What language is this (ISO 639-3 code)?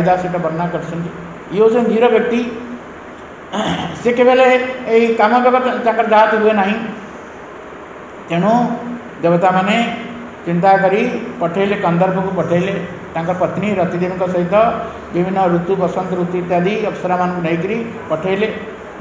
ori